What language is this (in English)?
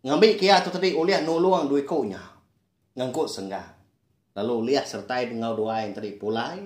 Iban